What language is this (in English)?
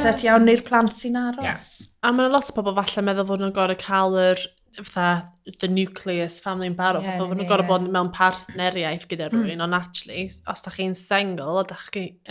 Welsh